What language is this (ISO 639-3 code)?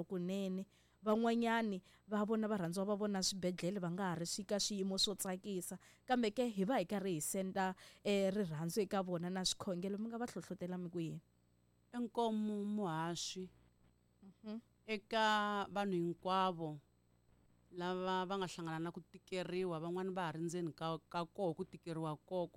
tso